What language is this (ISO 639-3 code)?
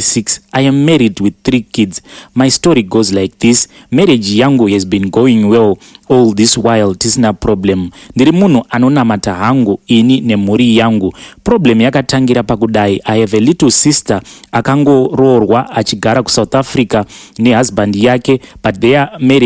sna